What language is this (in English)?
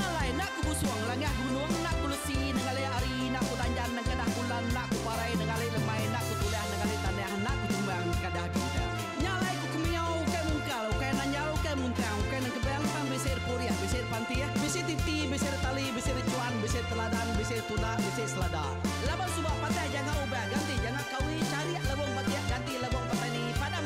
Iban